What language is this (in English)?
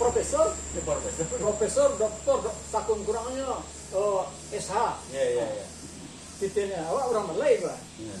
Minangkabau